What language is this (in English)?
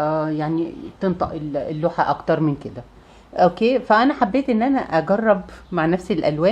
Egyptian Arabic